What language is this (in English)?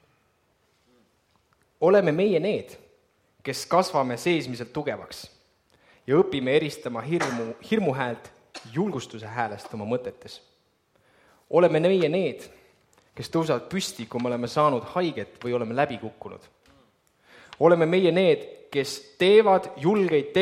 Estonian